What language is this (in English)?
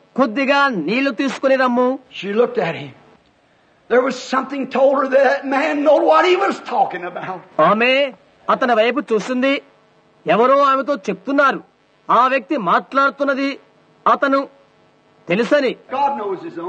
Telugu